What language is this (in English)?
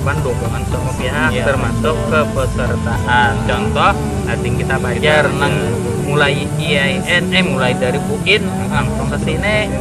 Banjar